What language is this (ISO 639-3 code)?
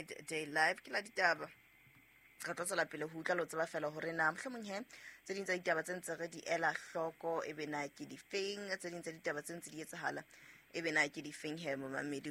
sot